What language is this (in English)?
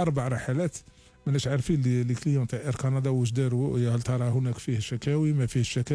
Algerian Arabic